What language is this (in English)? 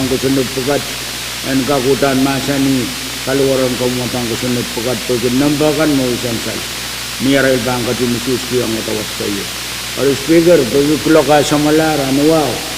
Pohnpeian